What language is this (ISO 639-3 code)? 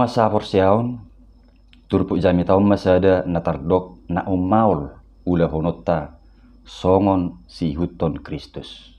bbc